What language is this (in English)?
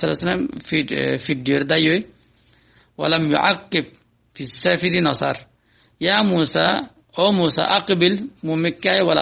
Rohingya